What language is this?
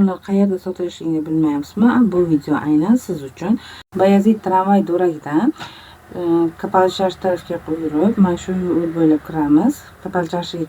Uzbek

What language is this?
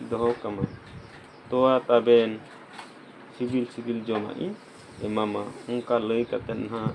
Santali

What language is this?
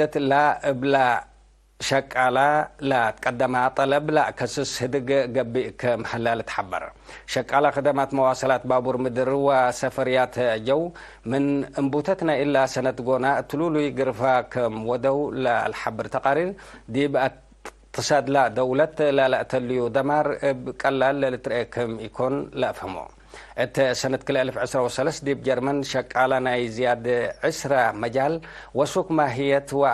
Tigre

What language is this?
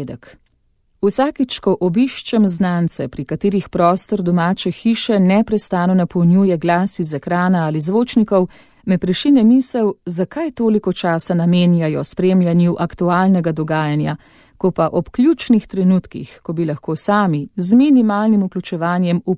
Slovenian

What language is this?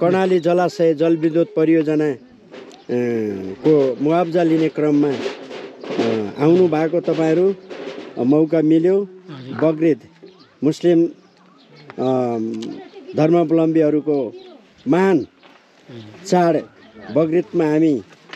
Nepali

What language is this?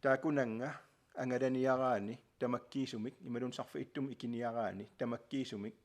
Kalaallisut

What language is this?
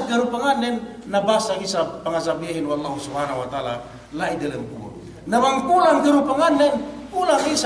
Yakan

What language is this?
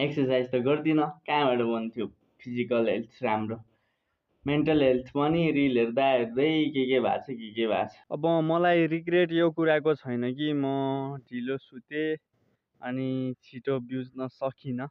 Nepali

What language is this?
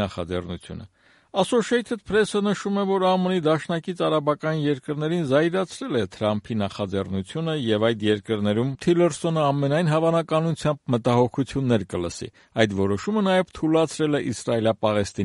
Armenian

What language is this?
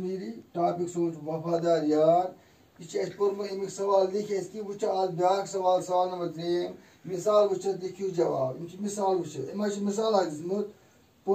Kashmiri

